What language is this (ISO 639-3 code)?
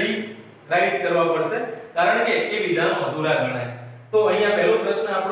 guj